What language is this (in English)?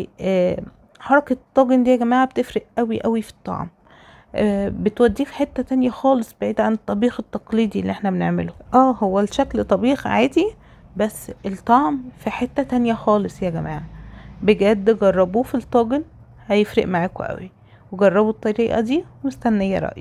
Egyptian Arabic